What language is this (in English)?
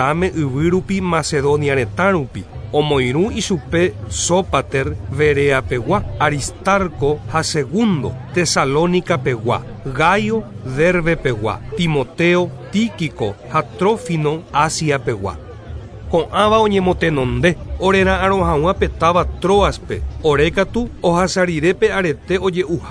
Guarani